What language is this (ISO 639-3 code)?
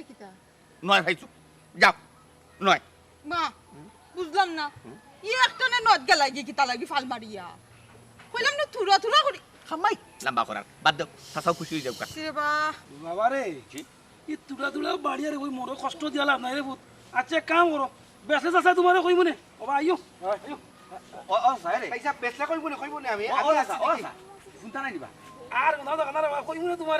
syl